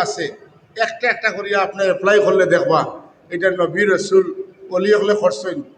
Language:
Sylheti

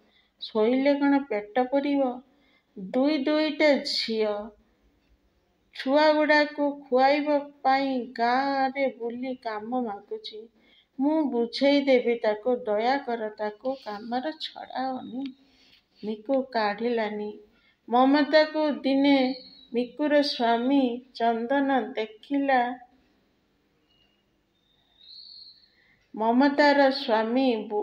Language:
Odia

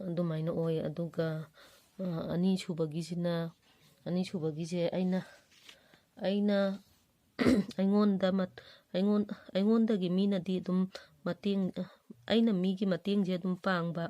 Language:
Manipuri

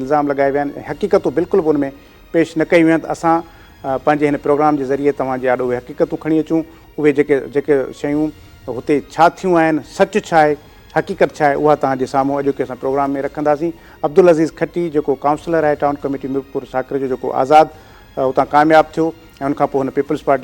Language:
Sindhi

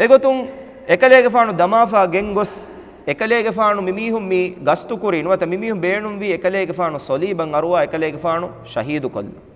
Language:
Divehi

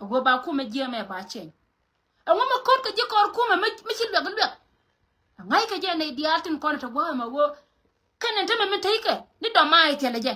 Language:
Nuer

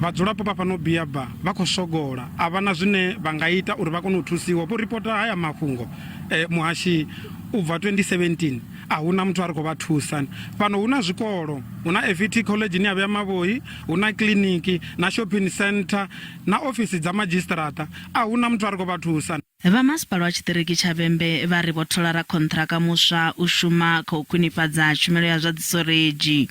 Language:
Venda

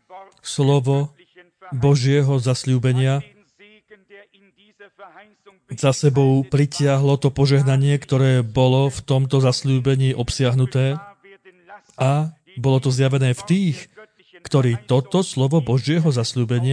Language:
Slovak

